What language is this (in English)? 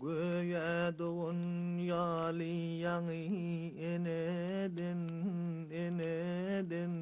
Turkmen